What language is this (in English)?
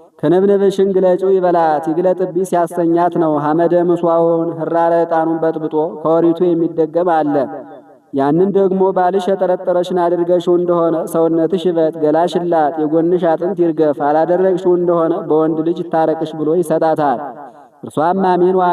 Amharic